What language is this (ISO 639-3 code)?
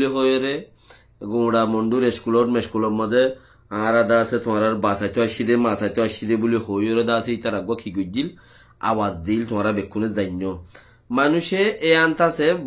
rhg